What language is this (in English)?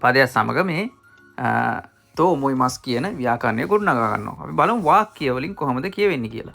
Sinhala